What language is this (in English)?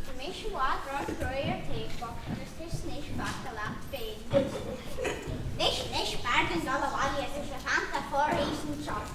Irish